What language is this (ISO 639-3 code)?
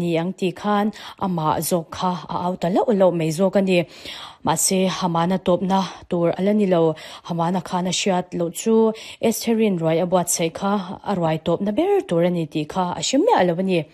lus